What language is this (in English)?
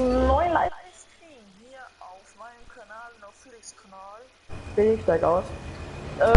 Bavarian